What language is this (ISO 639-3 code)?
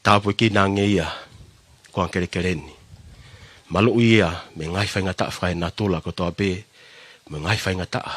ton